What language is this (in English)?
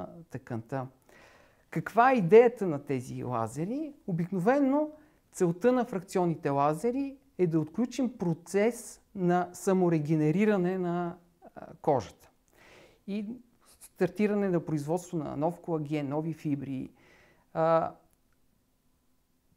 Bulgarian